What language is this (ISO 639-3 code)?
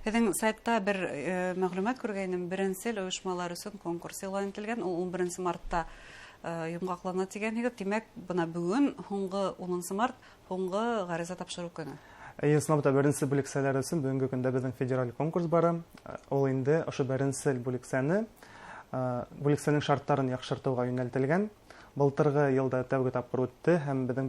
bak